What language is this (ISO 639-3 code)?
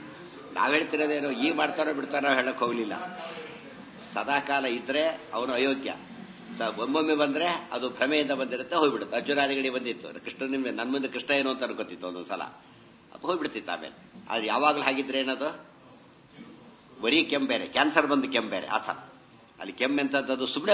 kan